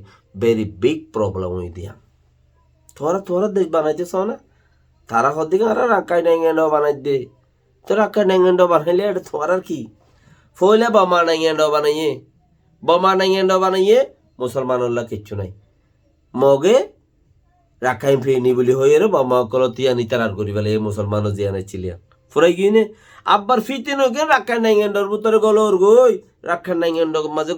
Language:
Rohingya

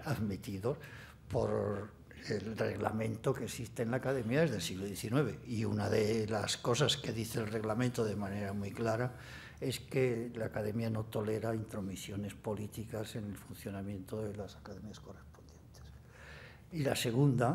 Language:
Spanish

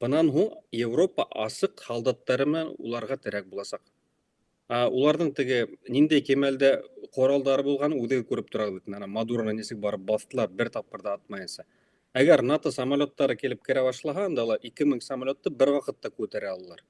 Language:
Bashkir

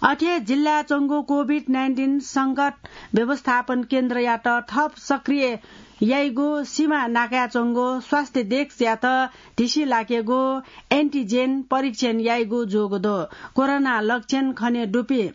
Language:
Newari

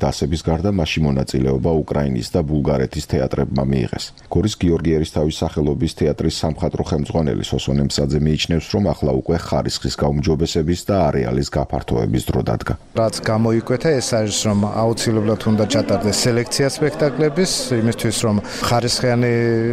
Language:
Georgian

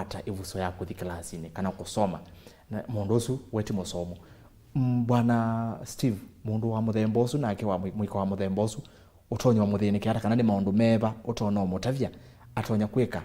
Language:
Kamba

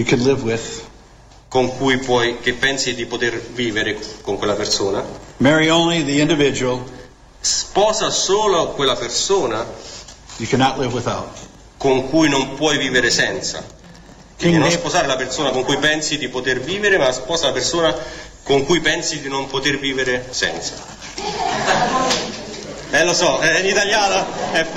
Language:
Italian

